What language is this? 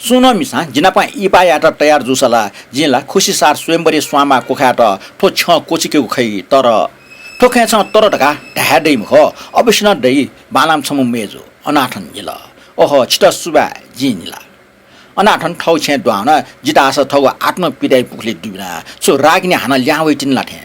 Newari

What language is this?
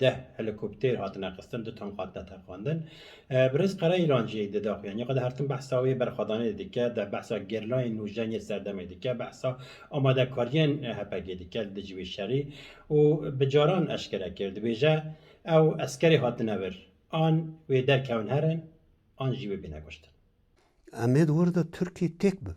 Kurdish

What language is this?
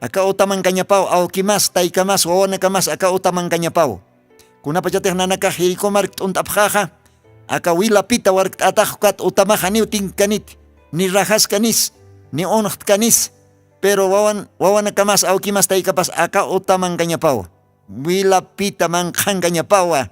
Aymara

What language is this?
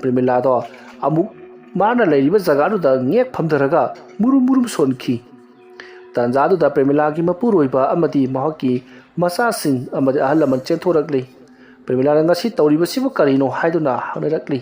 Manipuri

